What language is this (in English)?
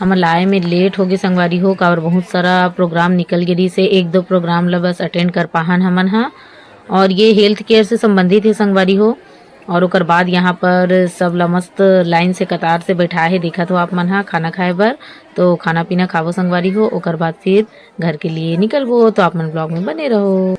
Chhattisgarhi